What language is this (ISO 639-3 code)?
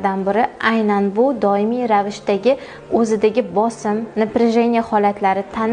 uzb